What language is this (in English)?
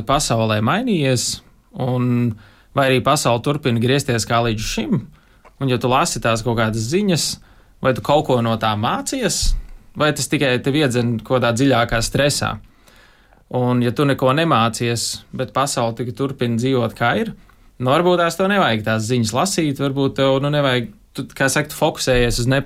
Latvian